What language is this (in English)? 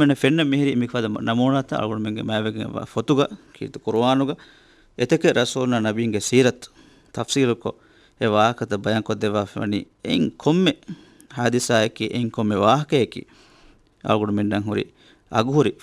Divehi